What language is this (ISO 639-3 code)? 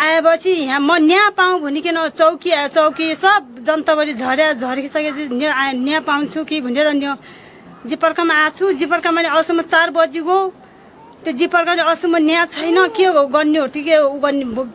nep